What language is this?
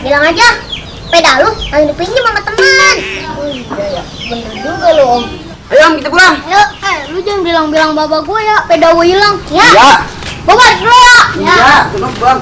Betawi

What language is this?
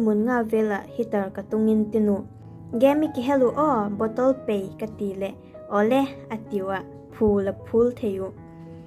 Vaiphei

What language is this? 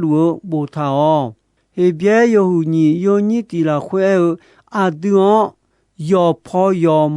Akha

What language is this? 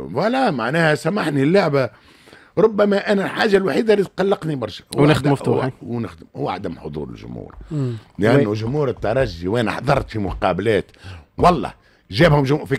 Tunisian Arabic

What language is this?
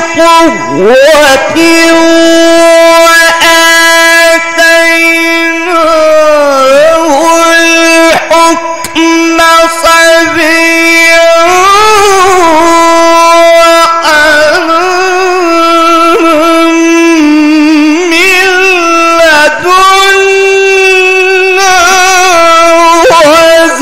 Arabic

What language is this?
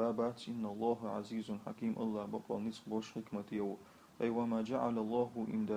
Chechen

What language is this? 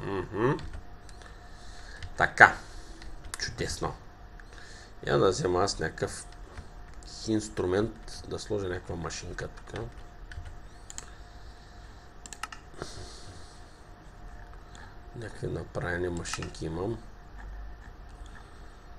Bulgarian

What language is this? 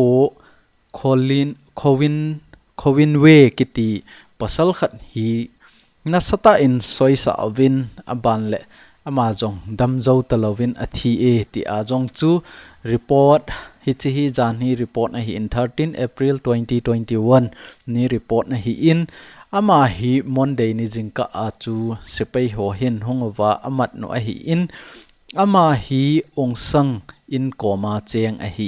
Thado Chin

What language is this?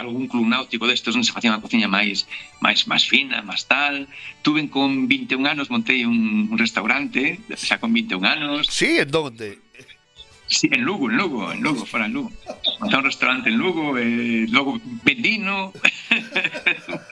Galician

